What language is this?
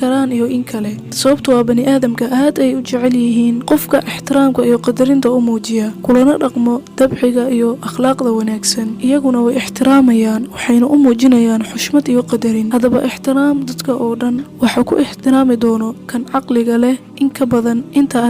Somali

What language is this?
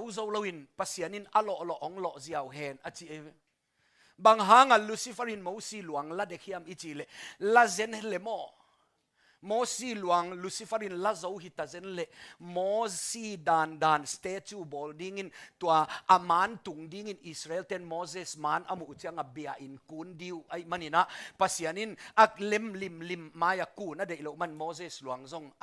Tedim Chin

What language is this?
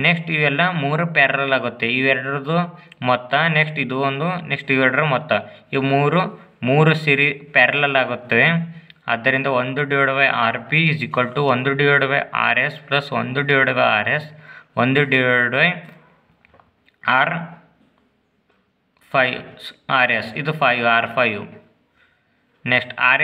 Kannada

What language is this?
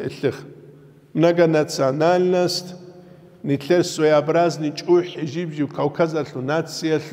Avaric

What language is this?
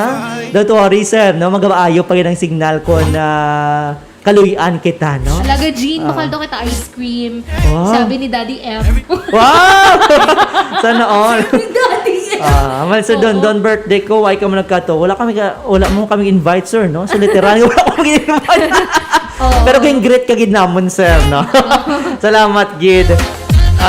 Hiligaynon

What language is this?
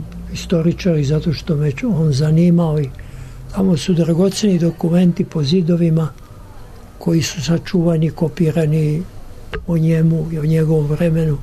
Serbian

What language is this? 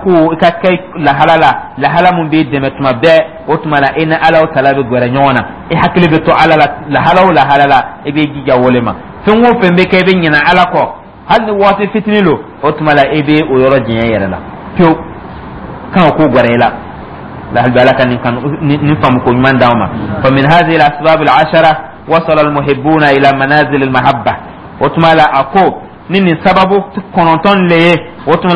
Dyula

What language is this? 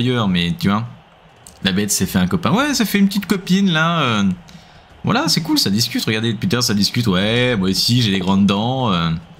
French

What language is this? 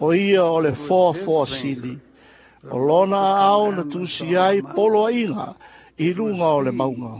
Samoan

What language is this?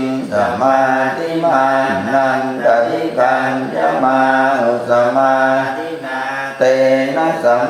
Pali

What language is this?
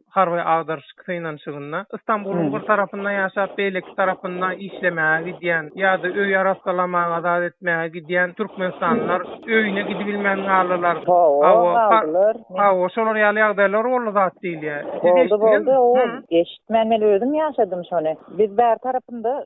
Turkmen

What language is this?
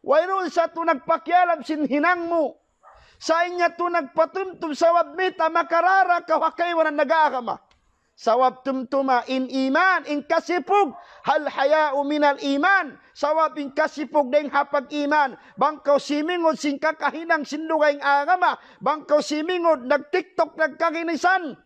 Tausug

